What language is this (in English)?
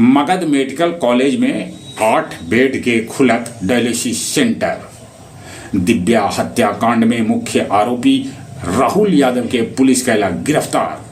Magahi